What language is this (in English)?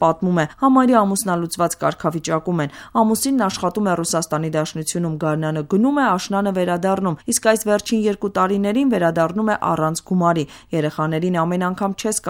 Armenian